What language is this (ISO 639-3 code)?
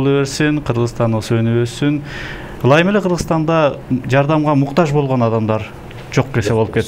kir